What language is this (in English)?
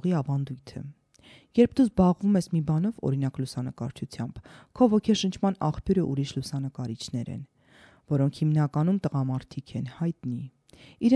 Armenian